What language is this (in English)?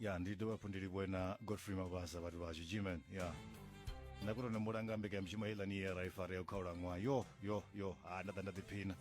Venda